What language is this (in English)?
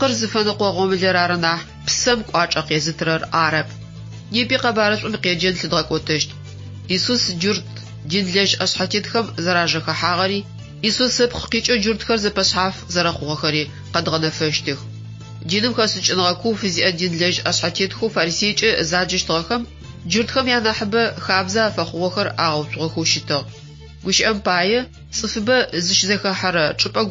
Adyghe